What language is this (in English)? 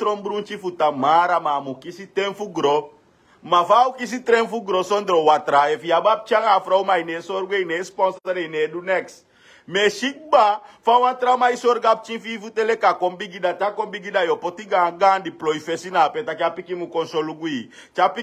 Sranan Tongo